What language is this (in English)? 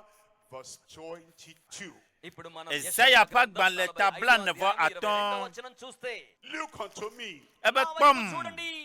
Ewe